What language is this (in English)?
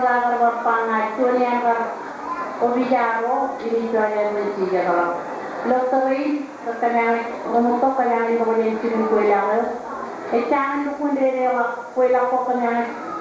Marshallese